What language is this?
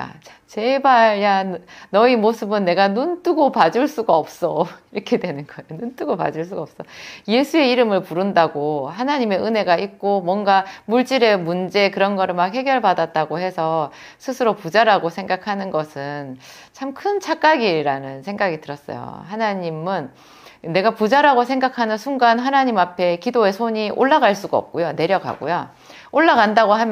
Korean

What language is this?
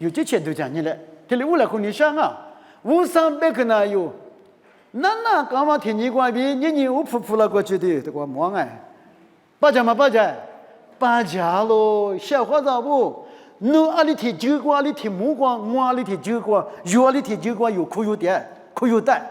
Lisu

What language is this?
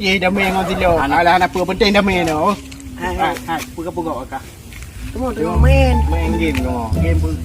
Achinese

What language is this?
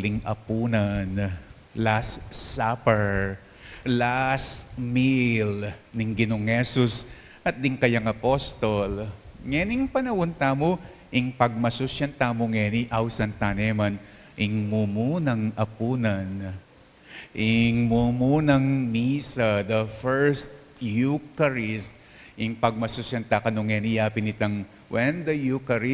Pampanga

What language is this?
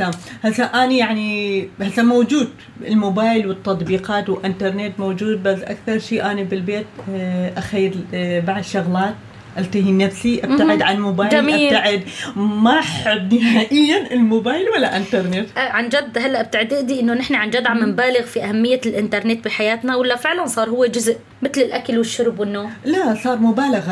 North Levantine Arabic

